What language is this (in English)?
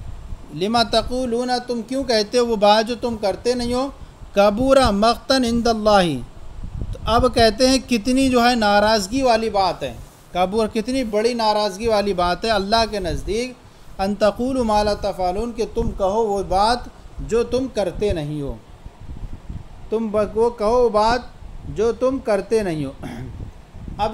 Urdu